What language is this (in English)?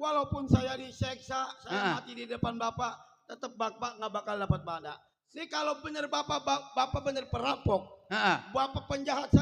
Betawi